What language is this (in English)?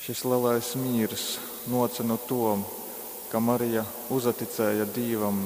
Latgalian